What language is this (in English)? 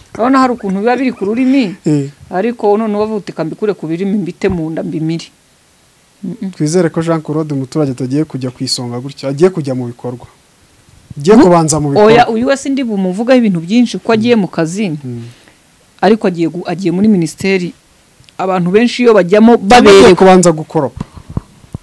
Kinyarwanda